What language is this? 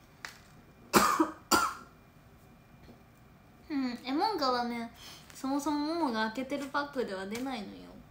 Japanese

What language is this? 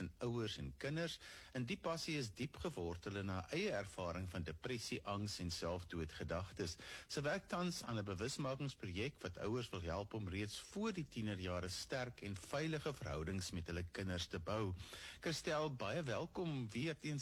Afrikaans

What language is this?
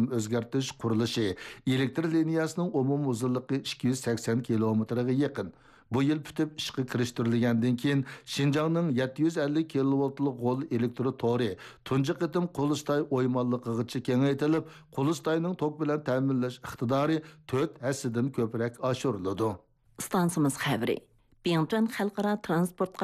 Uyghur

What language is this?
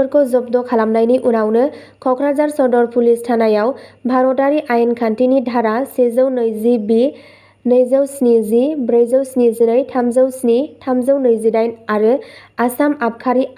Bodo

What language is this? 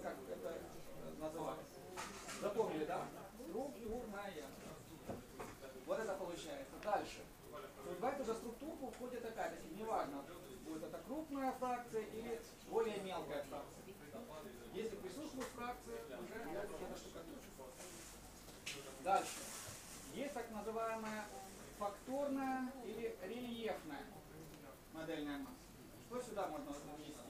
Russian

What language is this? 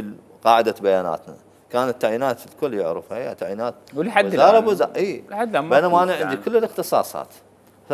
Mesopotamian Arabic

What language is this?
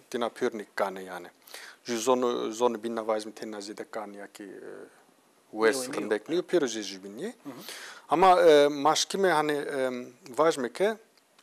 Zaza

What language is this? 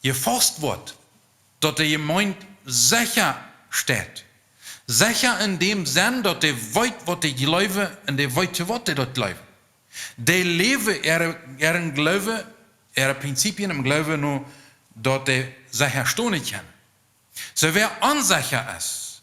Plautdietsch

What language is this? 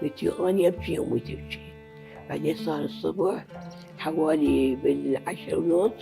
Mesopotamian Arabic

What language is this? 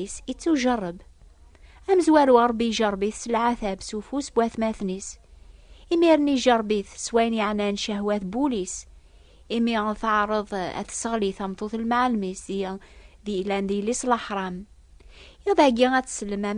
Kabyle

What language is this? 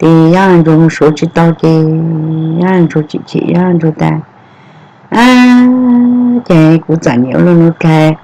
Hmong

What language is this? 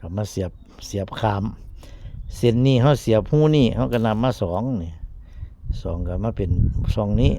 Northeastern Thai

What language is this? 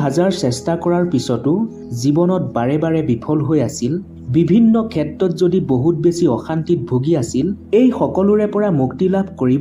Assamese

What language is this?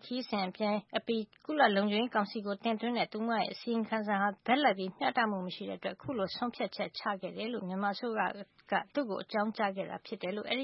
Burmese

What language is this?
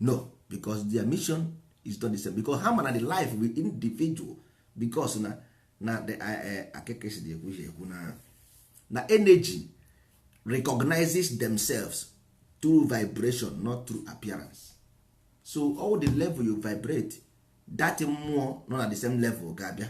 Igbo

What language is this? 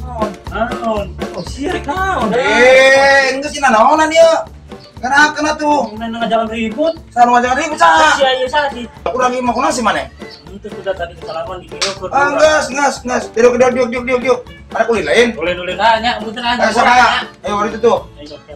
Sundanese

